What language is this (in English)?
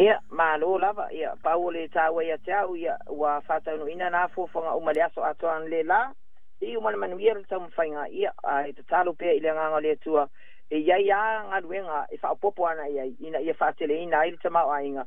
Samoan